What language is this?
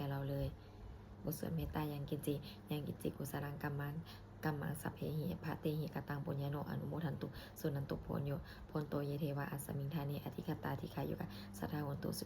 Pali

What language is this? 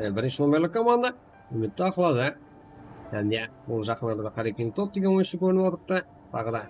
Kara-Kalpak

